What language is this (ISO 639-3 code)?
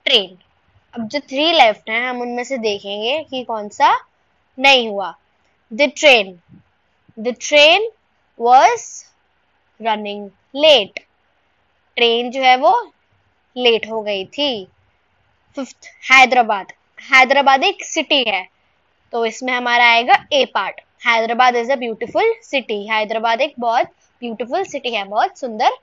hin